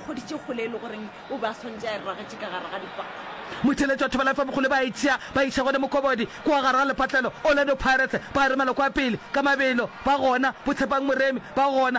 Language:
Northern Sotho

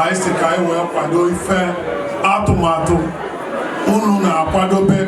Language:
Igbo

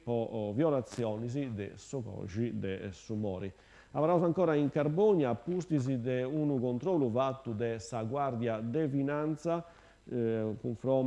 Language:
Sardinian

